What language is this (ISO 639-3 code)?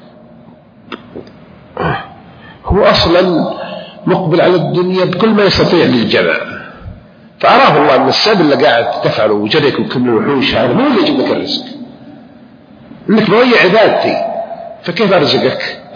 ara